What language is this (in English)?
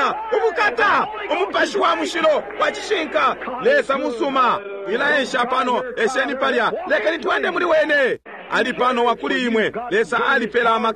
Bemba